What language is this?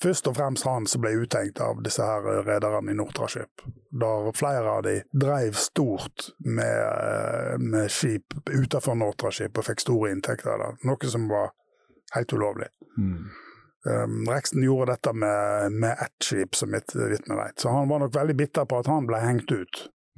Norwegian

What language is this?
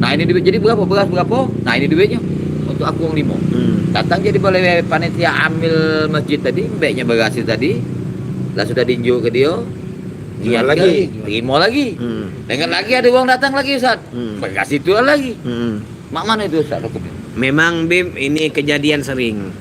Musi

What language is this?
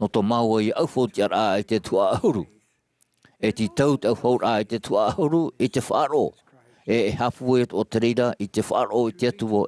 Tahitian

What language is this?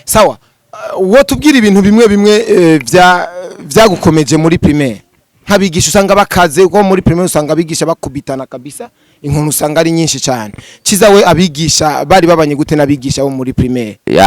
Rundi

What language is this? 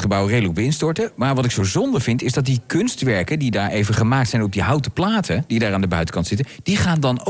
Dutch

